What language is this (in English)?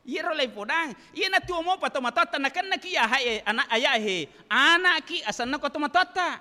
Buginese